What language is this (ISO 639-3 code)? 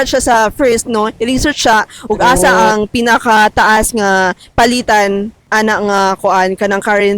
ceb